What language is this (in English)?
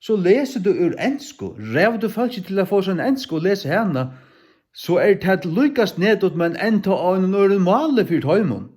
Faroese